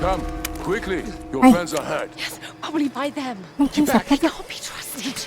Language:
Banjar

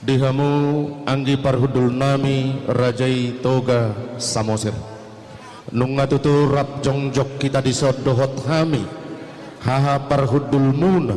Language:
Batak Toba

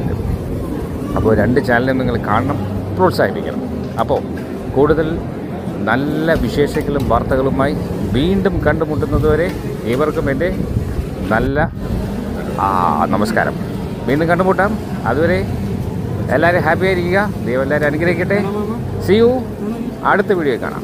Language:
Malayalam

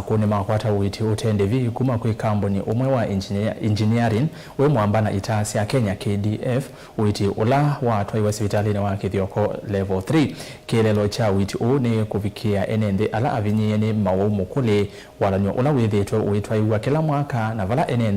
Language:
Kamba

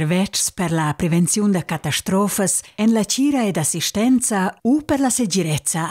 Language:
Romansh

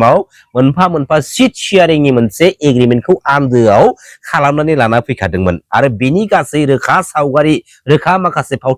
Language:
Bodo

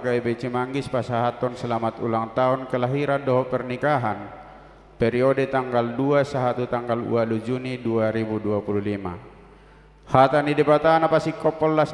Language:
Batak Toba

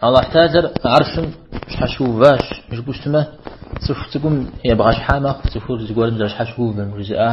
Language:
Kabardian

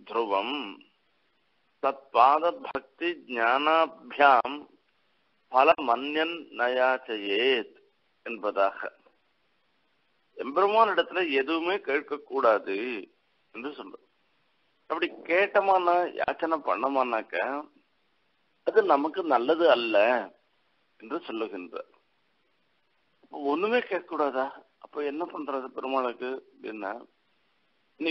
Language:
Tamil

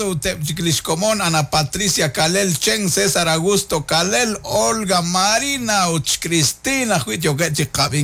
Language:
Kekchí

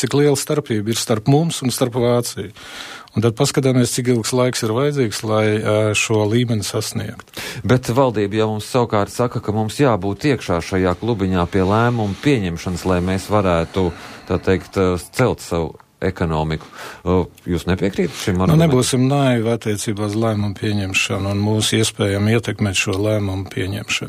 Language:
Latvian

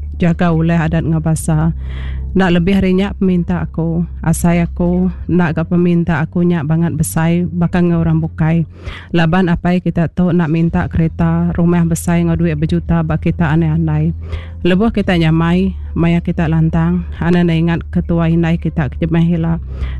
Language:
Iban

